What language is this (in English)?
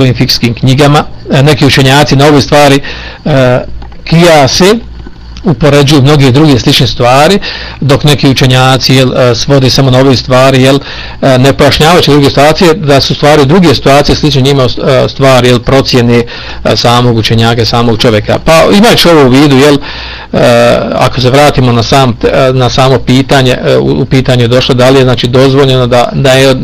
Bosnian